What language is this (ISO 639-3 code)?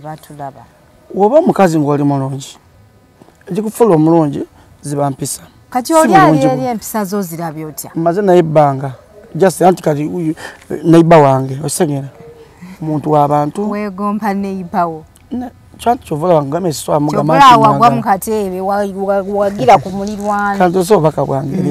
lug